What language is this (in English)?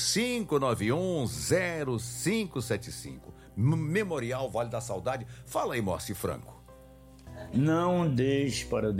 Portuguese